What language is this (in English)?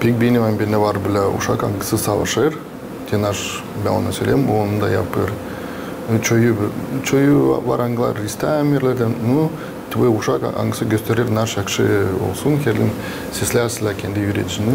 Gagauz